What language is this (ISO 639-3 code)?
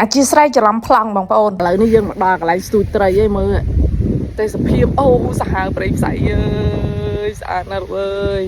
khm